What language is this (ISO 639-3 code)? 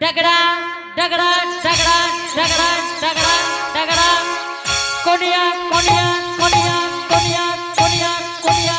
anp